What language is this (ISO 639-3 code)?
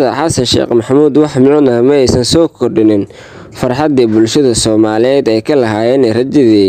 som